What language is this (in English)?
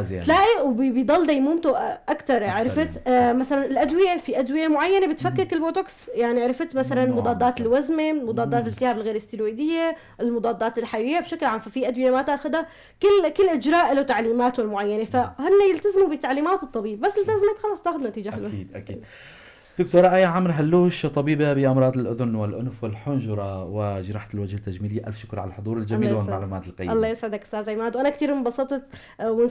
North Levantine Arabic